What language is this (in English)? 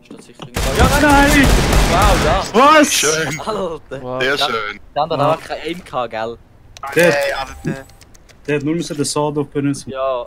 Swiss German